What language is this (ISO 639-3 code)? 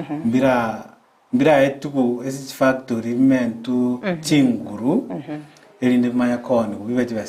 guz